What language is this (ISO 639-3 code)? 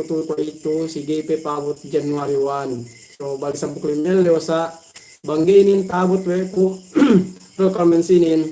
yka